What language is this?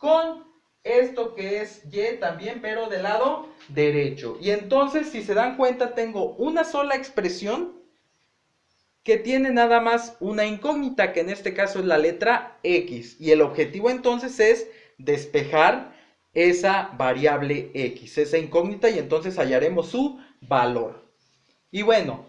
Spanish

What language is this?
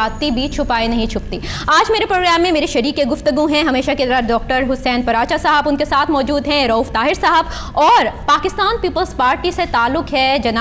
Urdu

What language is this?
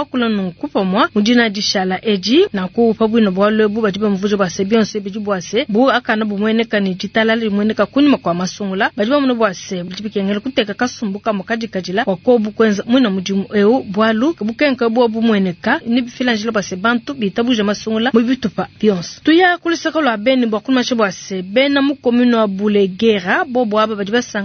Luba-Lulua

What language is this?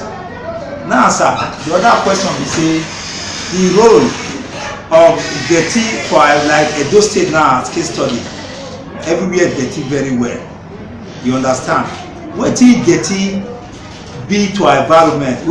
Nigerian Pidgin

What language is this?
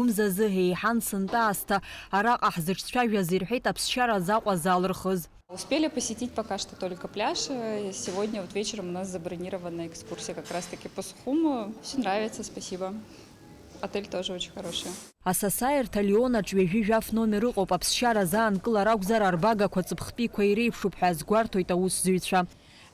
Abkhazian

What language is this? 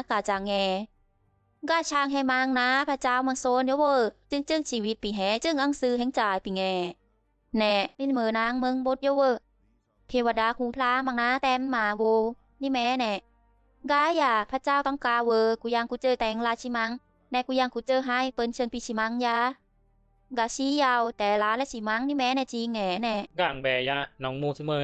Bisu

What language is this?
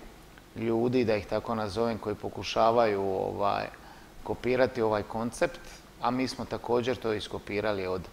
Croatian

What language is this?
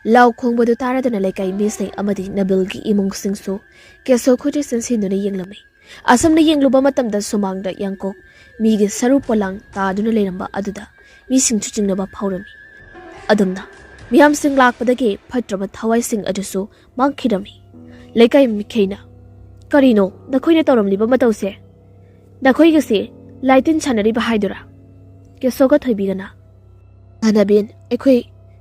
Manipuri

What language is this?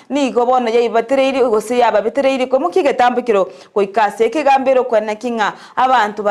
Gusii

